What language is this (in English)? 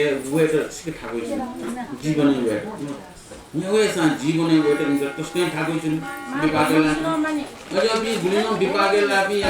Newari